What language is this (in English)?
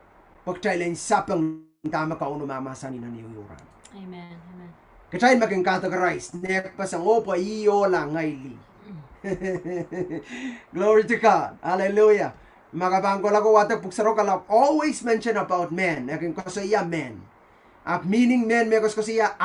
Pohnpeian